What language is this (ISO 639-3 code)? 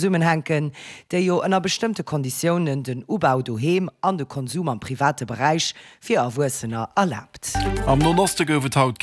ltz